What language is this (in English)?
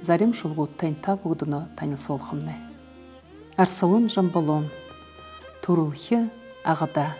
Buriat